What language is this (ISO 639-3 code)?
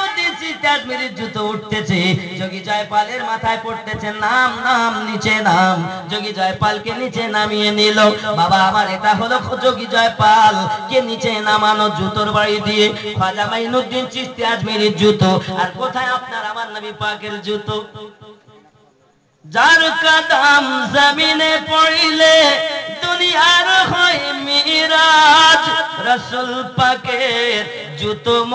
ben